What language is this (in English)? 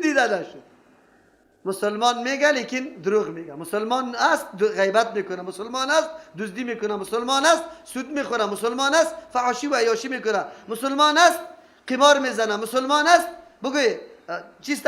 Persian